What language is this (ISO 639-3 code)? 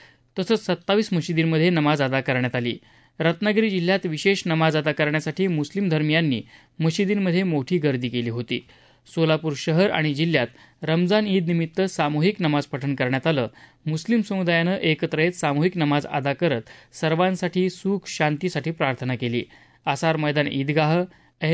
mar